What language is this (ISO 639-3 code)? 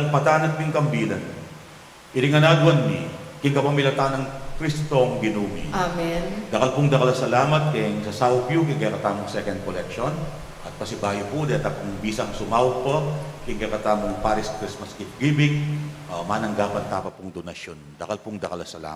pam